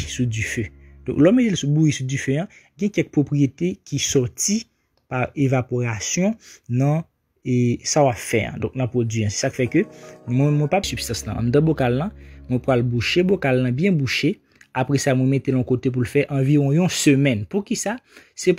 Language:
Haitian Creole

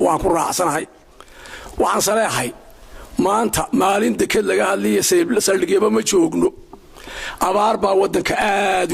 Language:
Somali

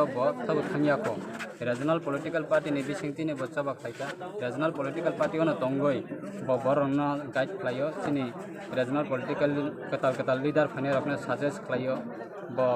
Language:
Kok Borok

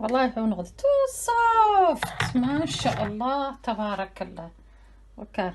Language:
Somali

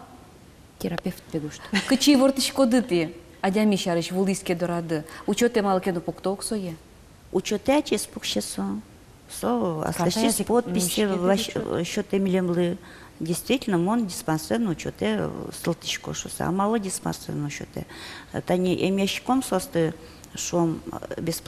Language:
Udmurt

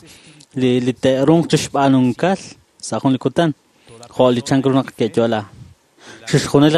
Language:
Kekchí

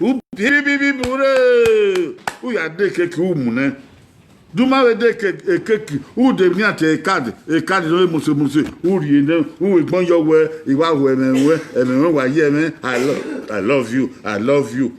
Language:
Bini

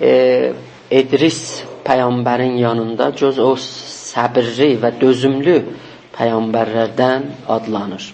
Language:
South Azerbaijani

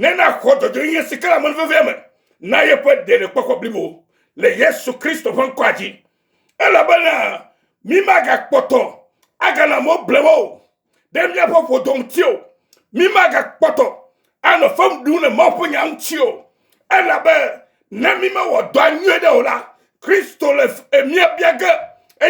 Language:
Ewe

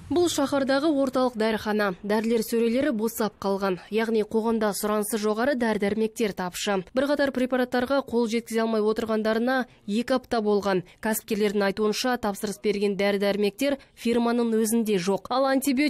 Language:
Kazakh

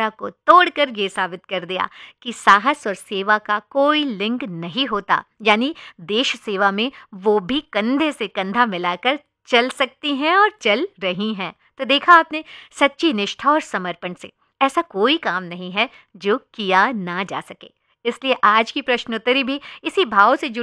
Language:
Hindi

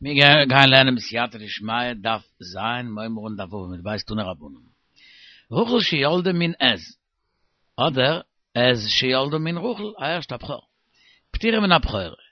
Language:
Yiddish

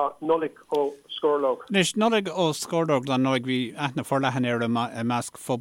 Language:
Irish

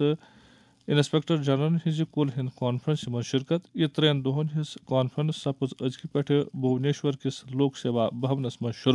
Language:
Kashmiri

